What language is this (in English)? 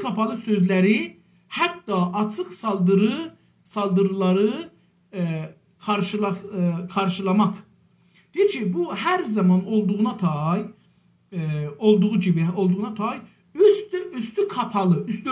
South Azerbaijani